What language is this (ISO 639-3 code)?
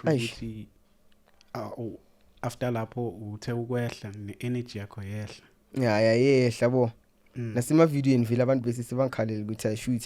zul